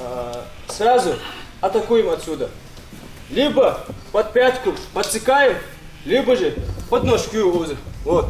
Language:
Ingush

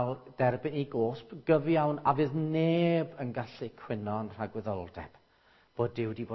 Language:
Welsh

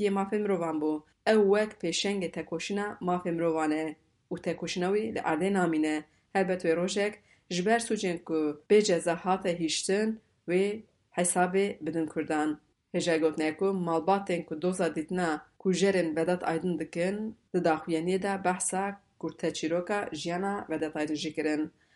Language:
Kurdish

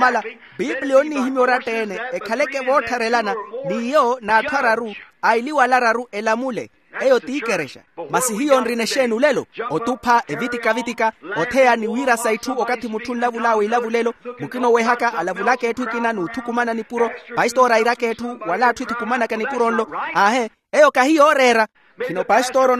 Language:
Makhuwa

